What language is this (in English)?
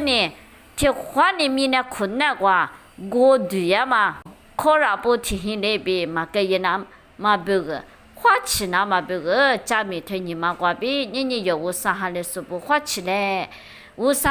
Lisu